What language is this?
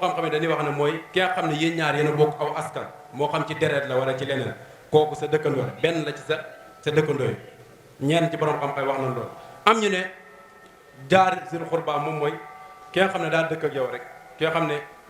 Wolof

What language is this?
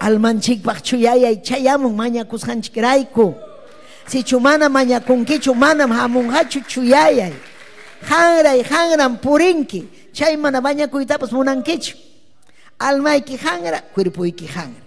Ayacucho Quechua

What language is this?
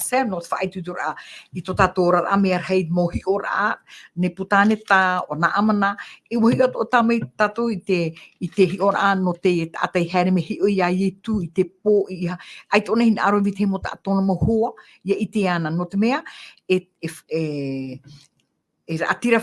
Tahitian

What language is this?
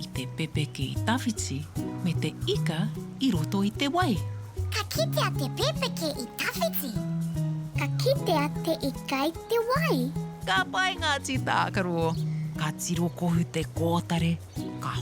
Māori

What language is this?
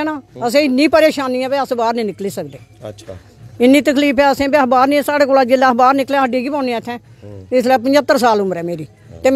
Dogri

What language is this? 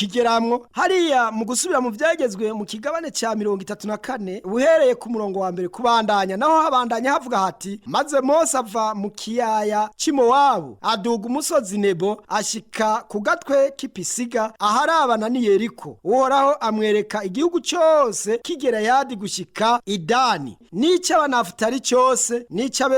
Rundi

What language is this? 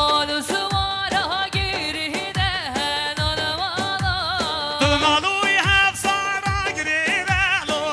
Kurdish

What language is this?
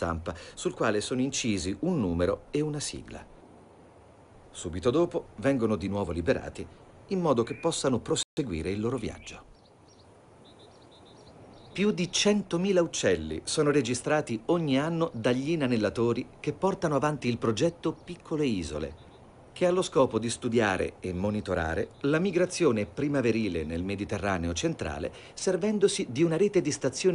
Italian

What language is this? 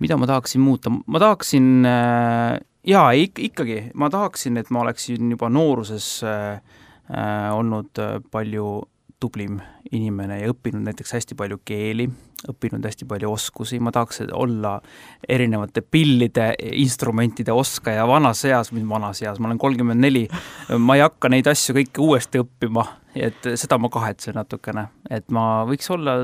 Estonian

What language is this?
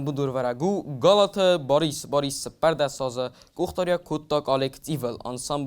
Ossetic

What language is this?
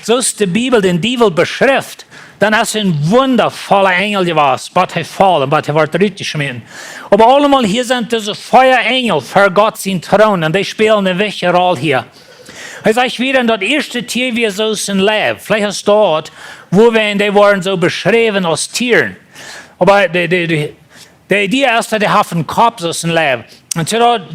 Plautdietsch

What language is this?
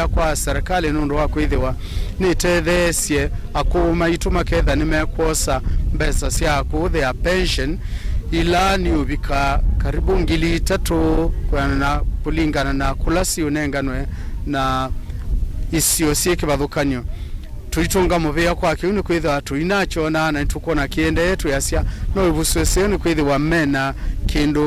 Kamba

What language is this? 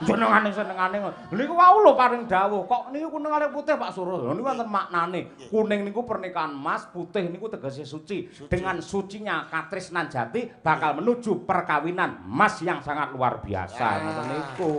Javanese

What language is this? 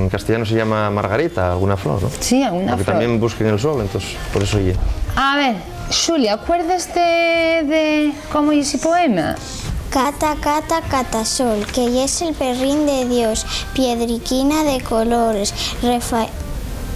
Asturian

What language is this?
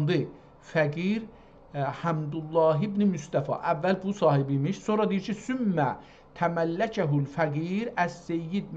South Azerbaijani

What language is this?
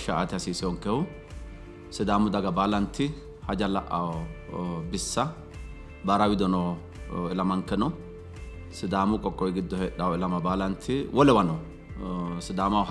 Sidamo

